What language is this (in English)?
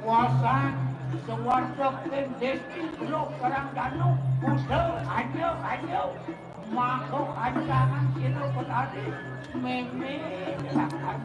Balinese